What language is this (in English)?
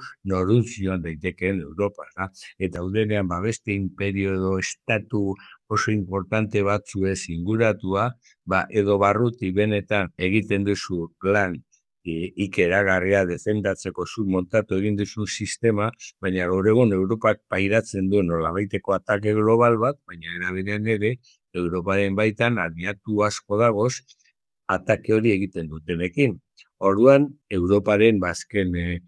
Basque